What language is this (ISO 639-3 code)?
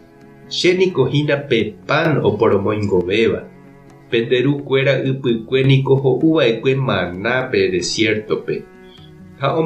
grn